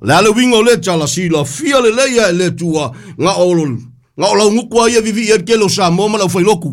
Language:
Samoan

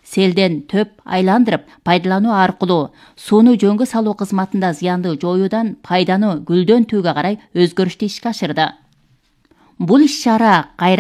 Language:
Kyrgyz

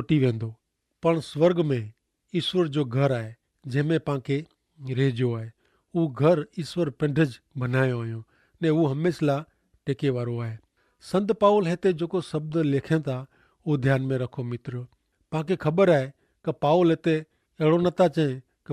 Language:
Kachhi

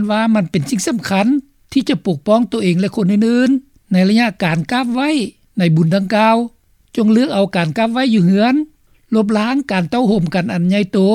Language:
Lao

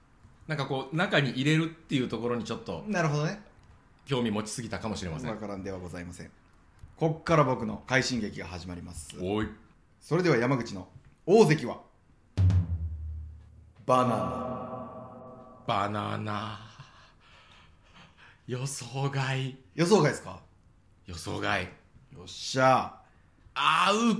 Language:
Japanese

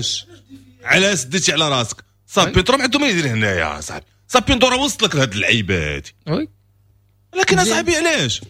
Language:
Moroccan Arabic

